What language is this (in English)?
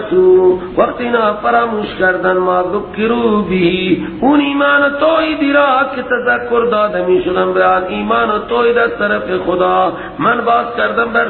Persian